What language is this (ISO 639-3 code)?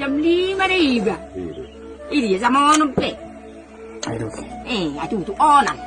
bbc